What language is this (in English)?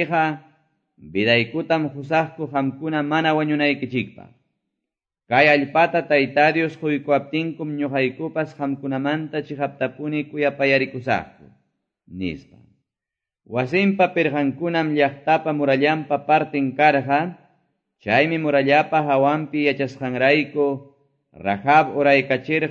Quechua